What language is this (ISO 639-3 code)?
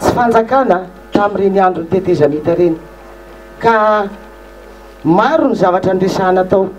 mlg